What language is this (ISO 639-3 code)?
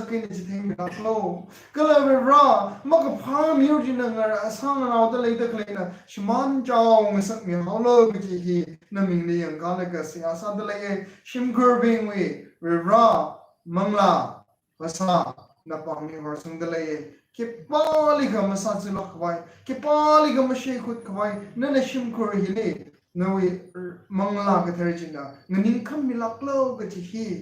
nmf